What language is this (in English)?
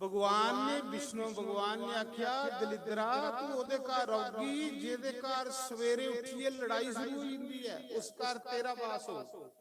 Dogri